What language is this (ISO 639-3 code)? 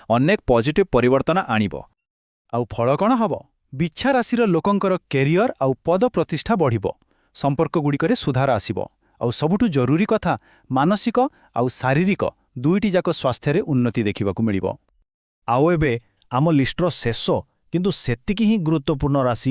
ori